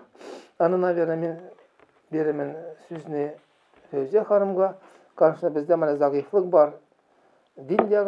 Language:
Tatar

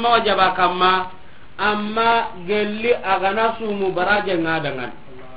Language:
Soninke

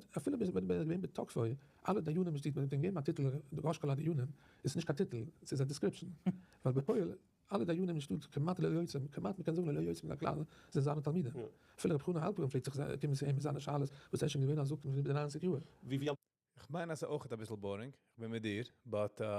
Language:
Yiddish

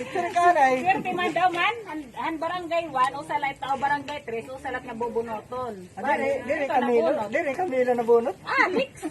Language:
Waray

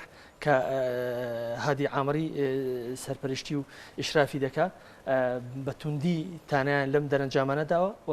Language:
Central Kurdish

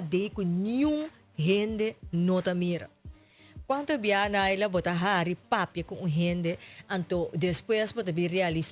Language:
Papiamento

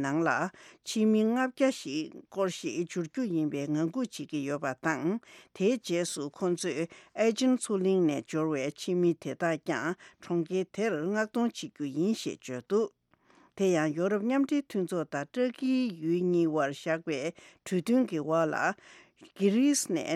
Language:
Tibetan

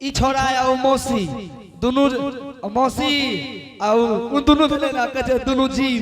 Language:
Angika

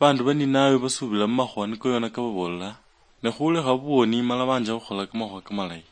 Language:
Luyia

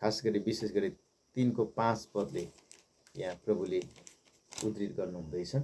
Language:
Nepali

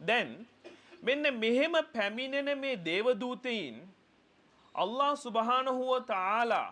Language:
Sinhala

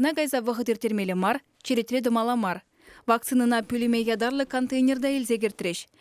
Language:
Chuvash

